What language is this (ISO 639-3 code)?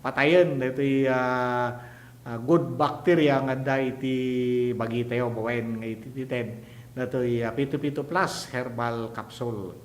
ilo